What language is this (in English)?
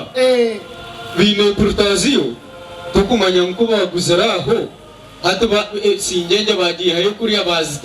Nyankole